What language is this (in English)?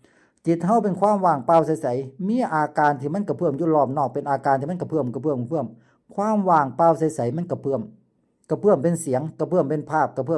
Lao